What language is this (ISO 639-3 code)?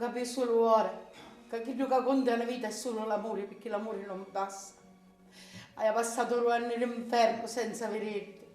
scn